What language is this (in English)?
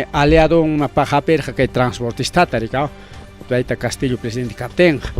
Ayacucho Quechua